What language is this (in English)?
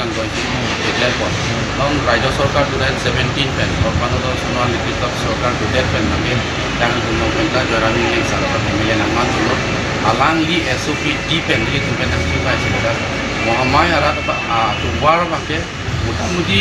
Karbi